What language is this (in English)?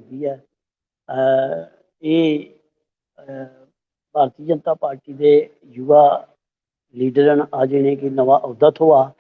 Dogri